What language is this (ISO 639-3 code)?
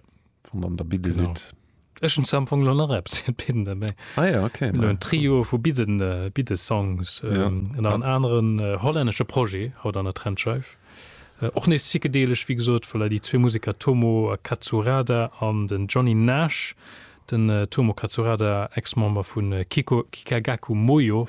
ltz